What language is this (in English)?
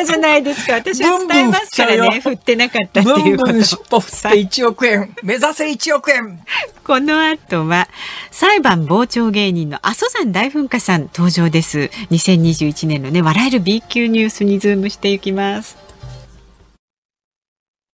Japanese